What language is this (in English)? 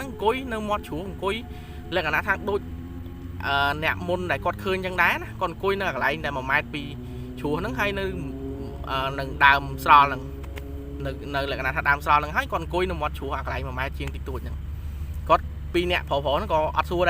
Khmer